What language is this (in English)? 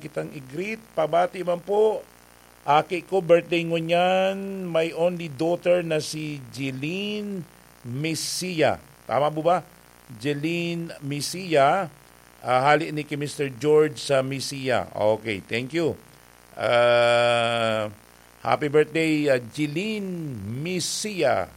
Bikol